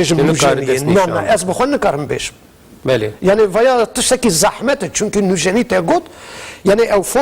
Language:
Kurdish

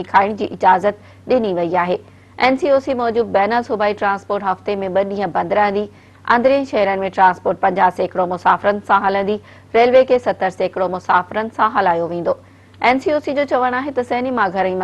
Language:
Sindhi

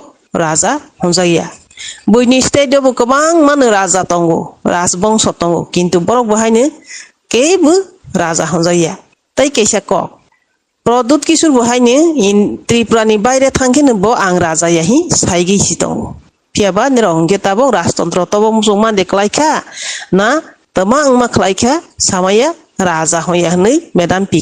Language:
Kok Borok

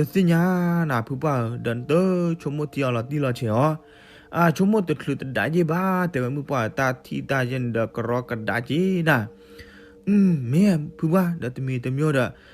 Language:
S'gaw Karen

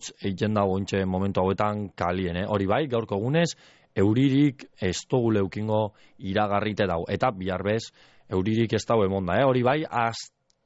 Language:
Basque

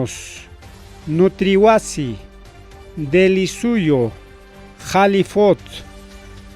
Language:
Ayacucho Quechua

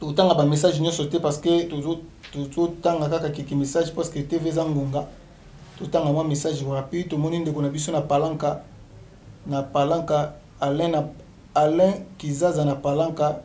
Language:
Lingala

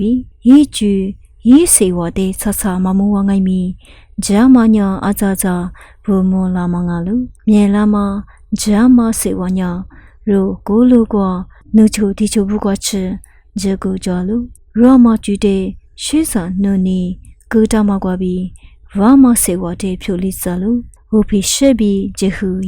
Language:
Lisu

